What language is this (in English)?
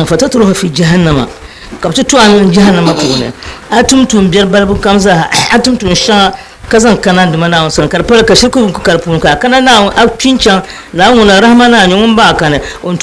Dagbani